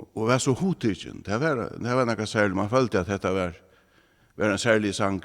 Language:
Faroese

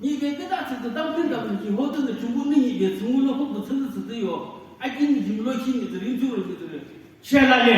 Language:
Naga Pidgin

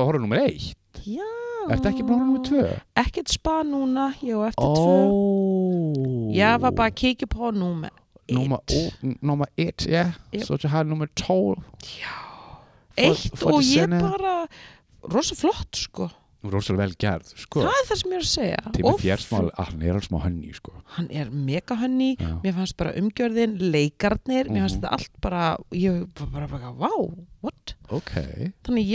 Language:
Icelandic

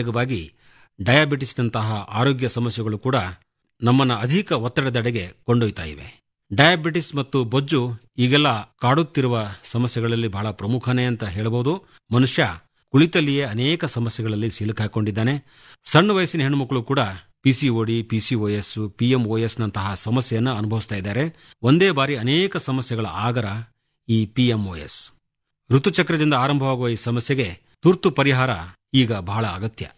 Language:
Kannada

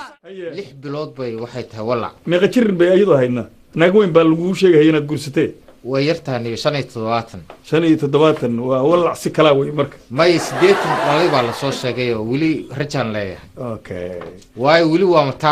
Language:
Somali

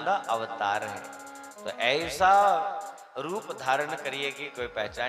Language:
Dogri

